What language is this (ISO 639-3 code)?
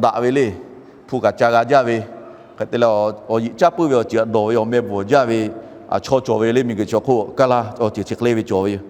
lhu